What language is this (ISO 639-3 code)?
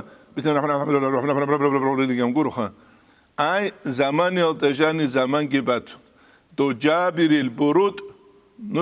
ava